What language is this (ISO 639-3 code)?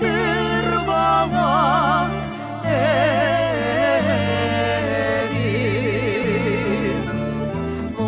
crh